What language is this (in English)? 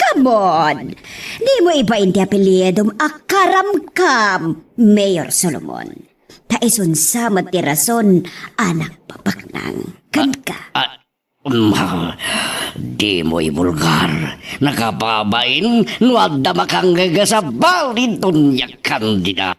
Iloko